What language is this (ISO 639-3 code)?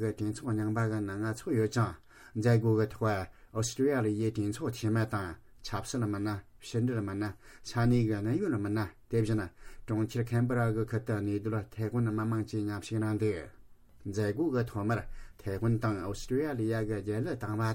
bod